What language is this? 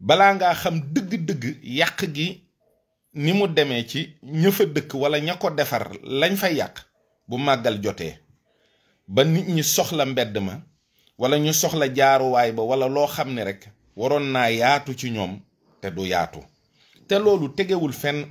Wolof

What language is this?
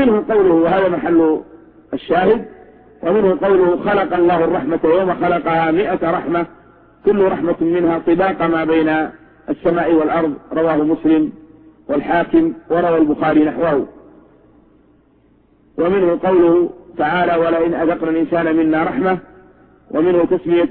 Arabic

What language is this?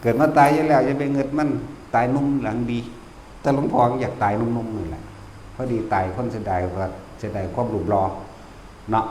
Northeastern Thai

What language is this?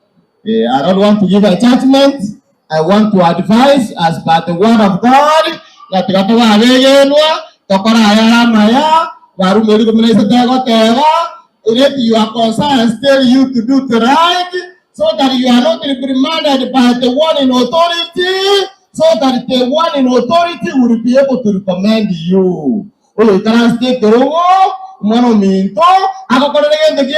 Gusii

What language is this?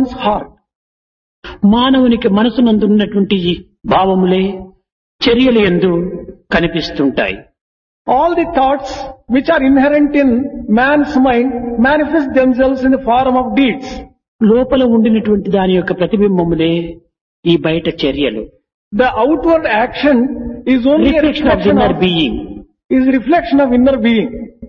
Telugu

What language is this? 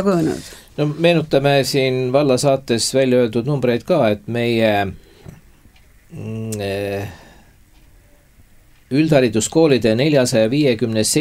Estonian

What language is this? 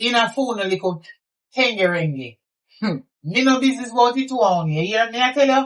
Jamaican Creole English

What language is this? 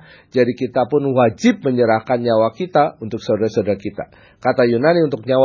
Indonesian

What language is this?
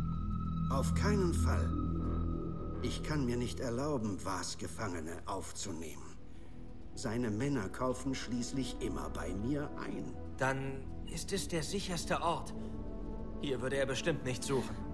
German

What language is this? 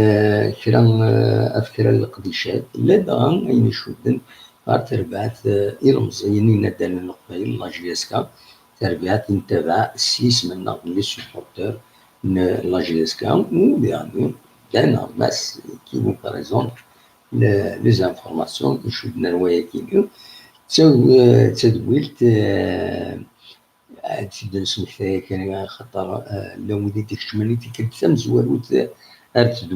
Kabyle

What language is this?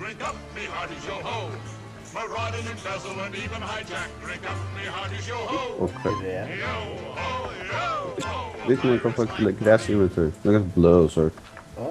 Faroese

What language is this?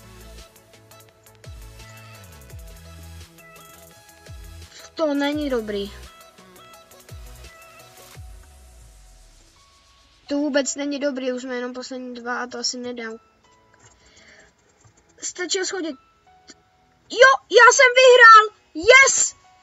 Czech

